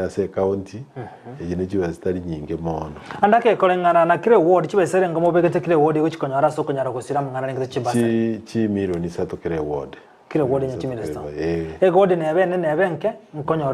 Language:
Gusii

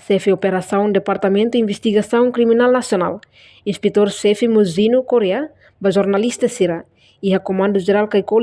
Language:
Tetum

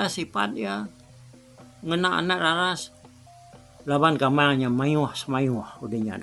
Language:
Iban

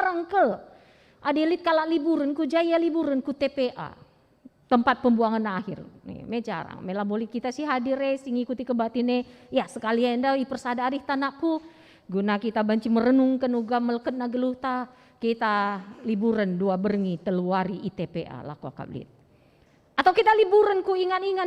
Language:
Batak Karo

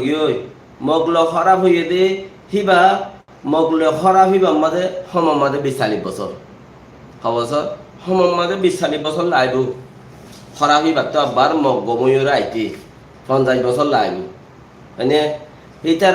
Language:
Rohingya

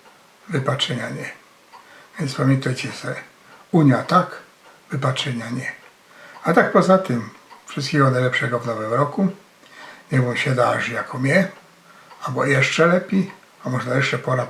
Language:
Silesian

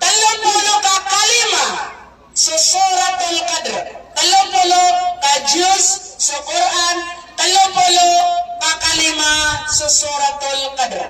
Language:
Maranao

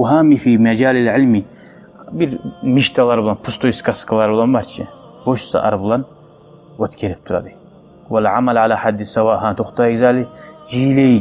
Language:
Kumyk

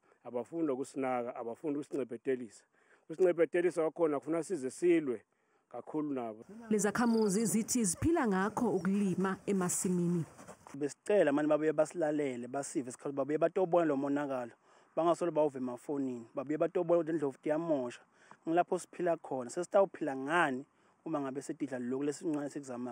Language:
Zulu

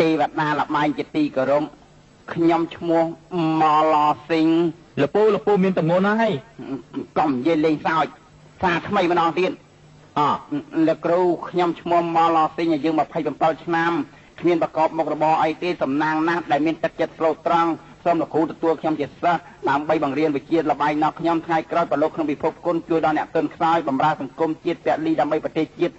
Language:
Khmer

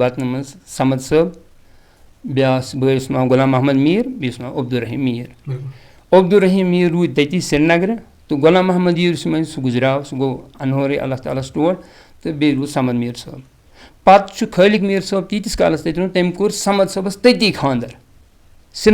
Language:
Kashmiri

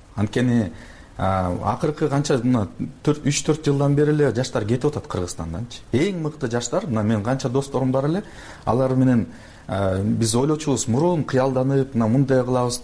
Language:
Kyrgyz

